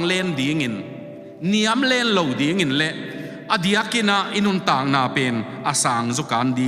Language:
Tedim Chin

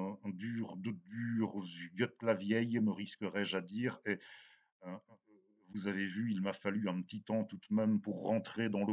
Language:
French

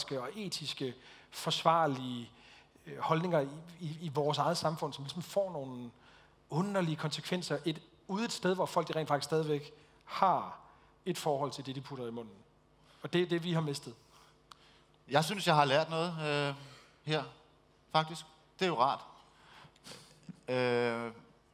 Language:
Danish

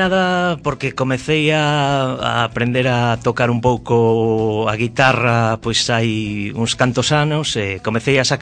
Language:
Galician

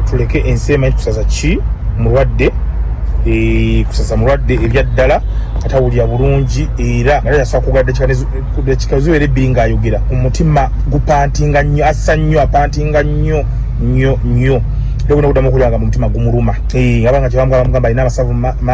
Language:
Ganda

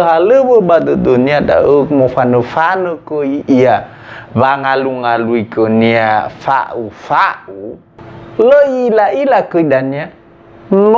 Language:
Nias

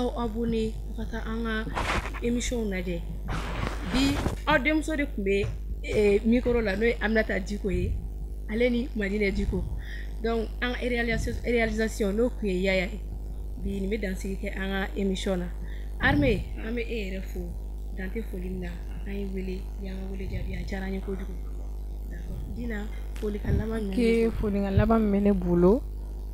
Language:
Bambara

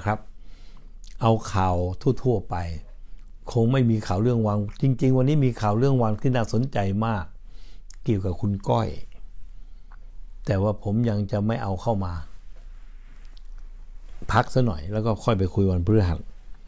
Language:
Thai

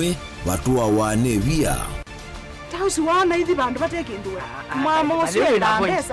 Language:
Kamba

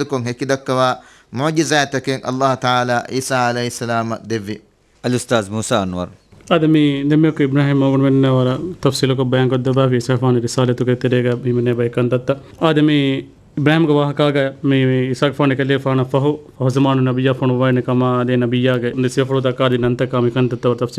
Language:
Divehi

